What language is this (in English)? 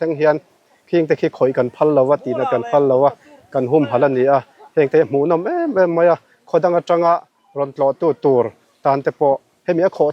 Mizo